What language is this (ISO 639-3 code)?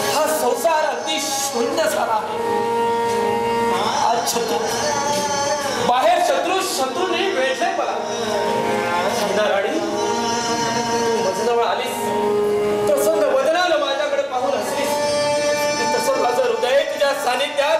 mar